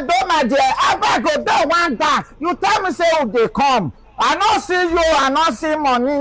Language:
Nigerian Pidgin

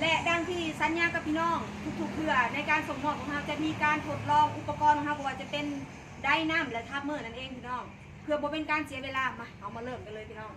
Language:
Northeastern Thai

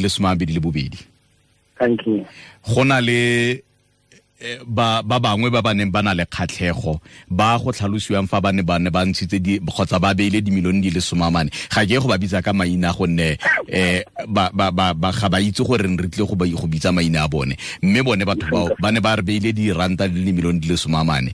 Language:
Tswana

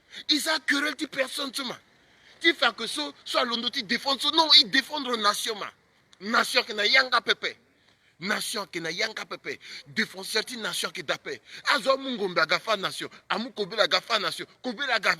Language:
Sango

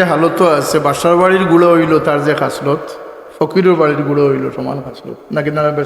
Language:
Sylheti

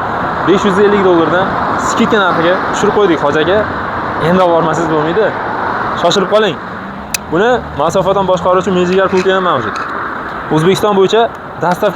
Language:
Uzbek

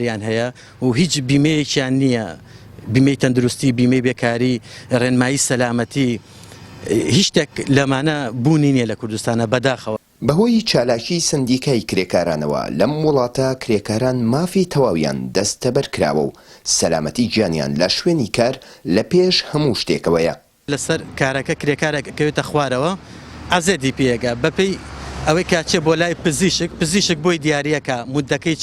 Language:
Central Kurdish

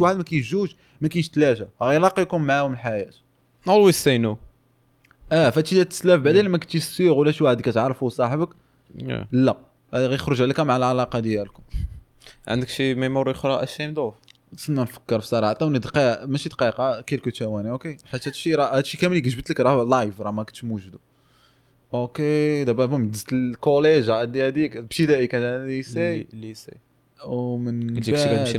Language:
Moroccan Arabic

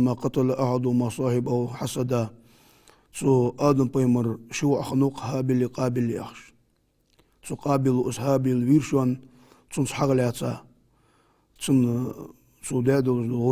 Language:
Ingush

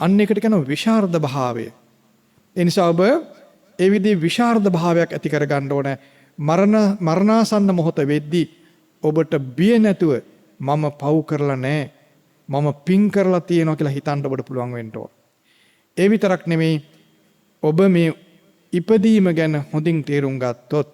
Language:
Sinhala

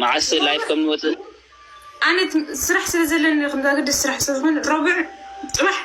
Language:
Tigrinya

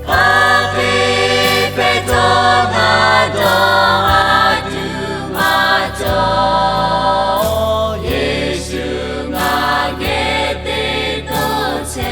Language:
Lahu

